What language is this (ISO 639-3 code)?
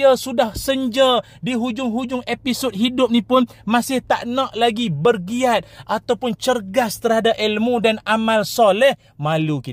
msa